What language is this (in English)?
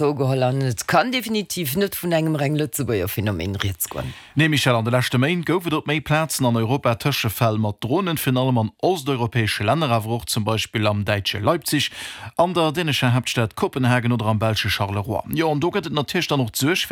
Luxembourgish